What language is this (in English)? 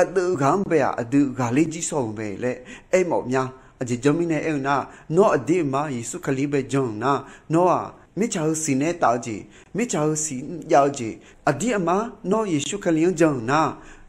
Akha